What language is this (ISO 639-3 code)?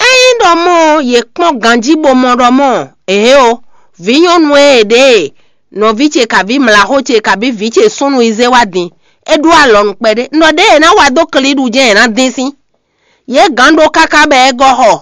fon